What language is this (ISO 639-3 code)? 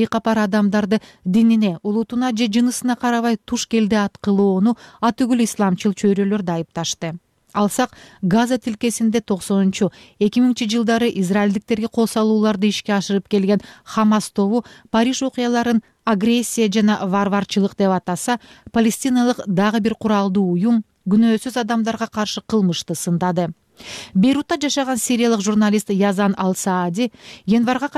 kir